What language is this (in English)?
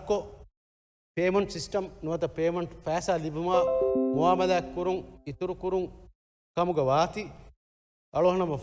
Divehi